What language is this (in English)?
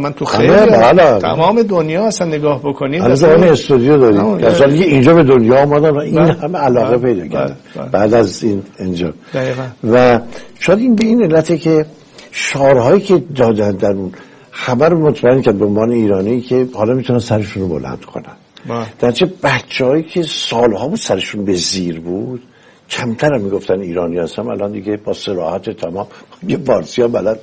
Persian